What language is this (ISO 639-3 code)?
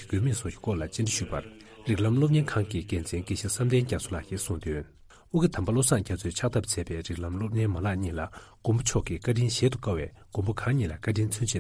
bod